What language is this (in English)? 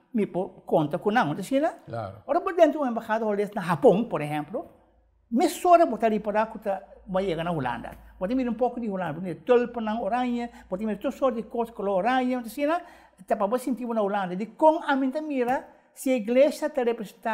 Papiamento